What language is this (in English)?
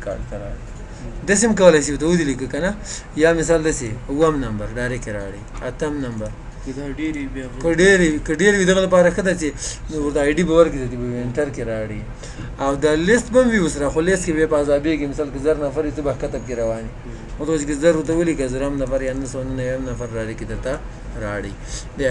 Pashto